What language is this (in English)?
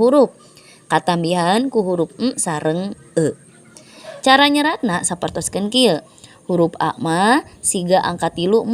Sundanese